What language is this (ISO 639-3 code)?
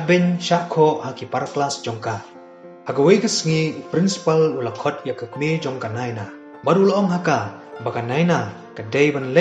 kha